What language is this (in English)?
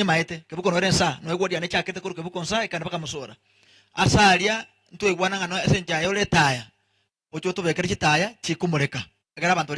Gusii